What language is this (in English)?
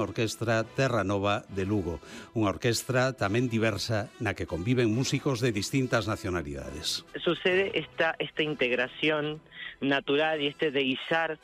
Galician